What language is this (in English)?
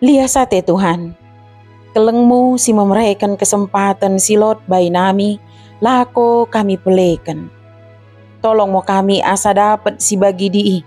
Batak Dairi